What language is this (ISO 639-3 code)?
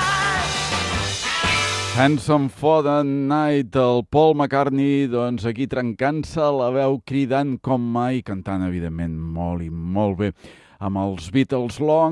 cat